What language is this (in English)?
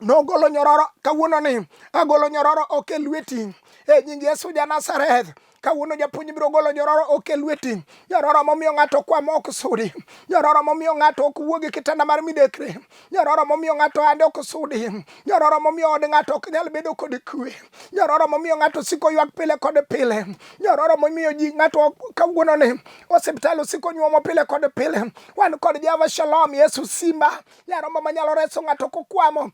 Luo (Kenya and Tanzania)